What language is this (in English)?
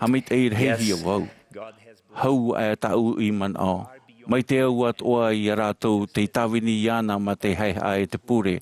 Tahitian